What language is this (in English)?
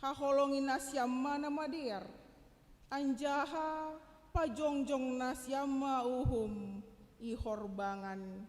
Batak Simalungun